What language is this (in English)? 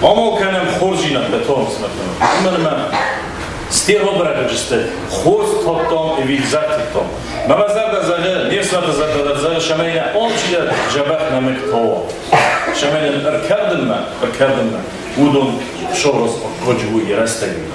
Ossetic